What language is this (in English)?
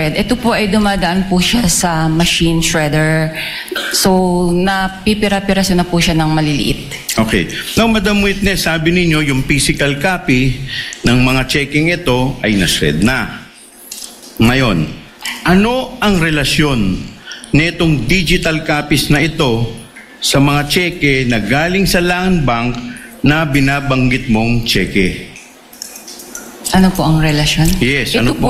Filipino